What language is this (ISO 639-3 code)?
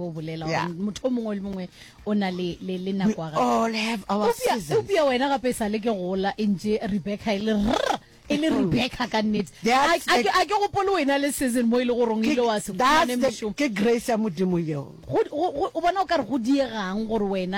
nso